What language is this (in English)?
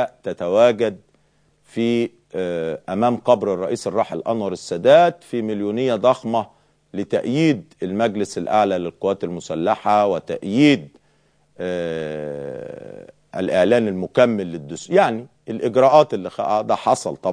Egyptian Arabic